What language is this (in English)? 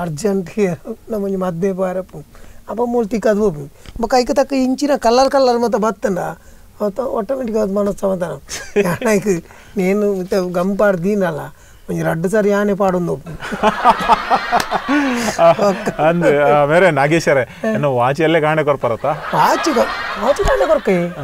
Tulu